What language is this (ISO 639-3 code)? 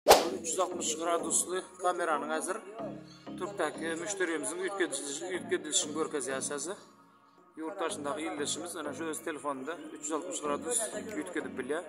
tuk